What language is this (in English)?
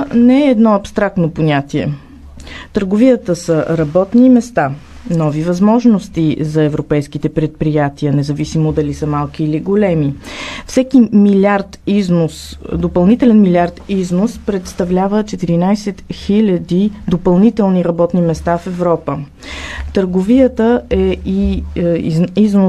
Bulgarian